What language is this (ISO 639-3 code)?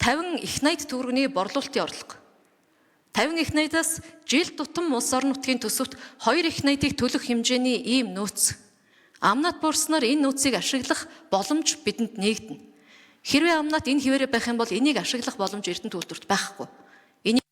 mon